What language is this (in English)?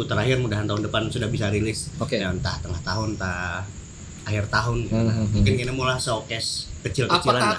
Banjar